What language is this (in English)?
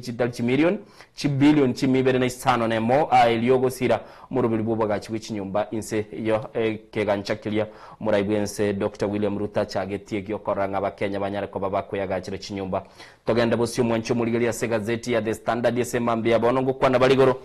Gusii